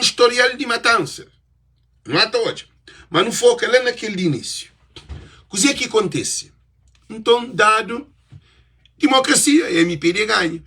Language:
Kabuverdianu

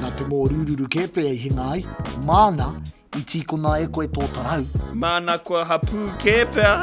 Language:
Māori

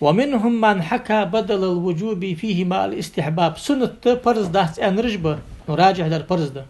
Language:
Ingush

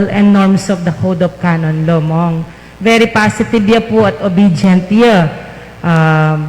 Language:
Pampanga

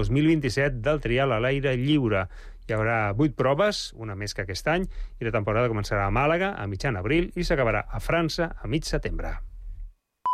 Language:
Catalan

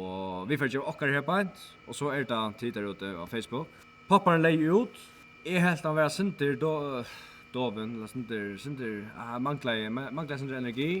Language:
Faroese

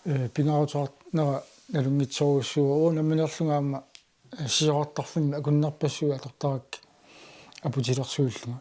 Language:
Kalaallisut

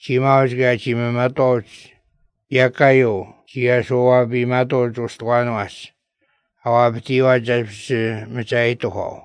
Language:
Latvian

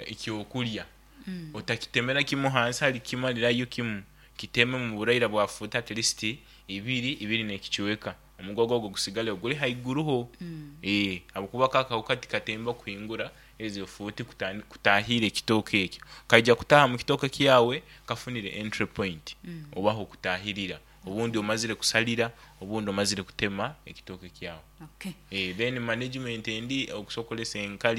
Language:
Nyoro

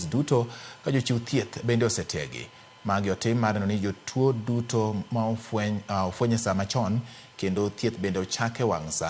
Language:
Luo (Kenya and Tanzania)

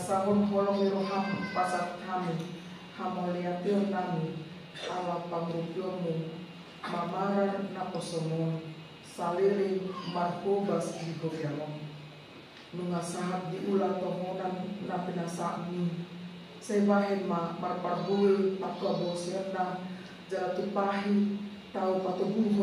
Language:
Batak Toba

